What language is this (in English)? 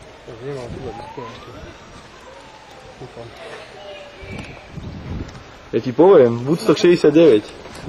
Slovak